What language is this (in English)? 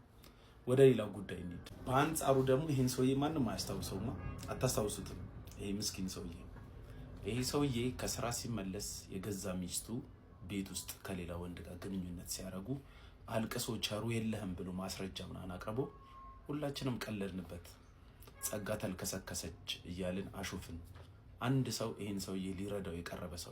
Amharic